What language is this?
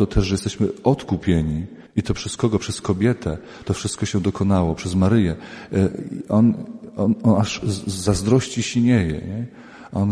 Polish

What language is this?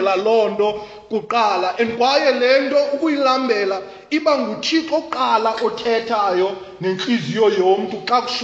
Xhosa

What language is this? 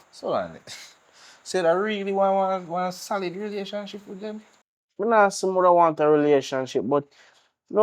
Jamaican Creole English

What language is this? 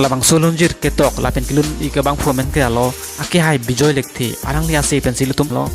Karbi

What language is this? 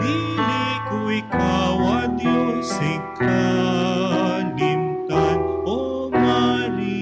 Hiligaynon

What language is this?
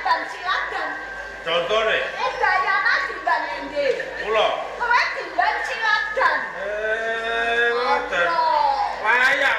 Javanese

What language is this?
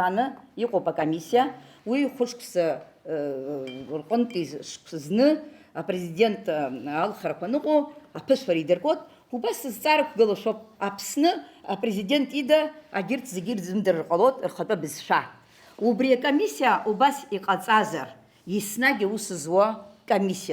Abkhazian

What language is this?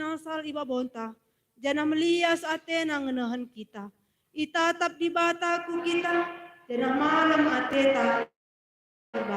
Batak Karo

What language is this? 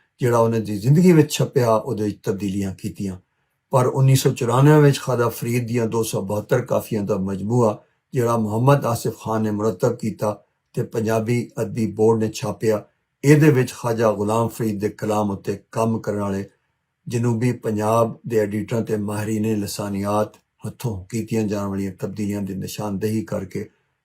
Western Panjabi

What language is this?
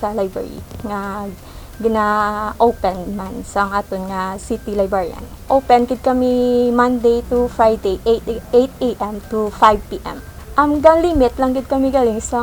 Hiligaynon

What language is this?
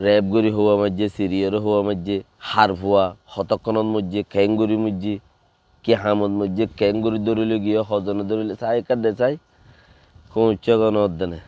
Rohingya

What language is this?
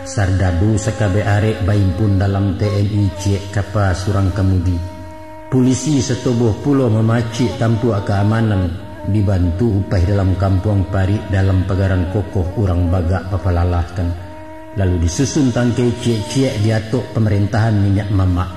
Minangkabau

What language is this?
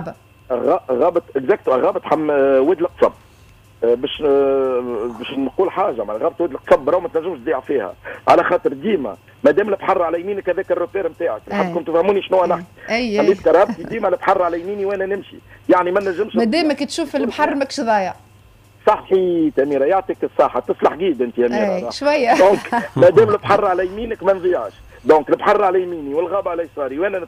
Tunisian Arabic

